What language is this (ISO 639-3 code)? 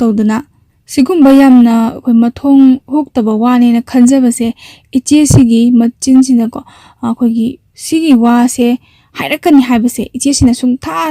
mni